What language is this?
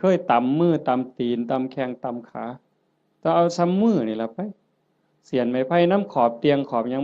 Northeastern Thai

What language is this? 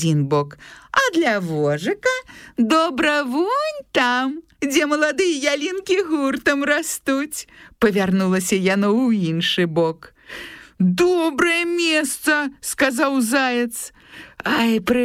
Belarusian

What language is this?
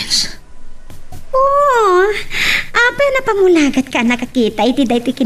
Iloko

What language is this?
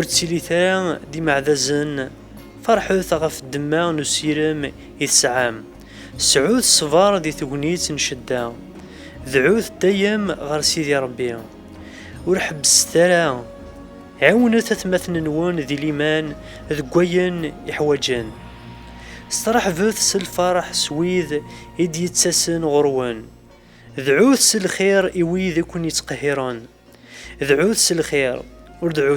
Kabyle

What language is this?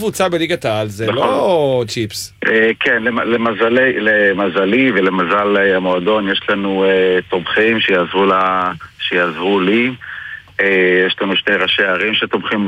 Hebrew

